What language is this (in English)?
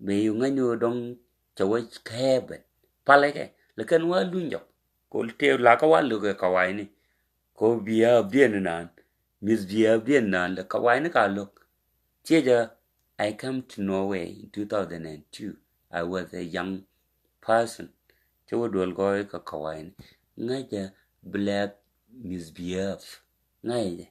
Nuer